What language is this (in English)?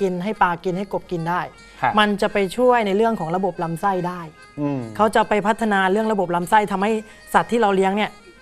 Thai